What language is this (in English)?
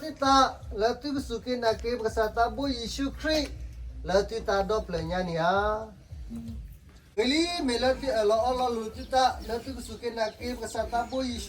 S'gaw Karen